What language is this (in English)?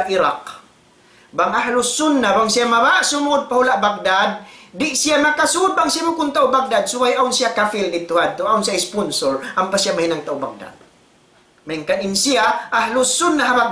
Tausug